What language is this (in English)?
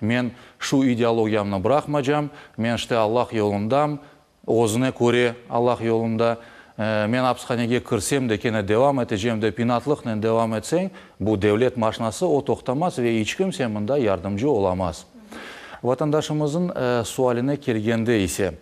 Crimean Tatar